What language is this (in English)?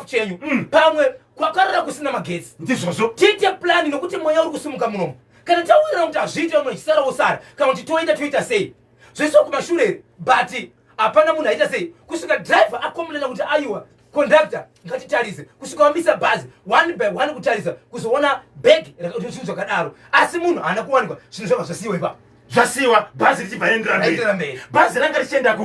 Shona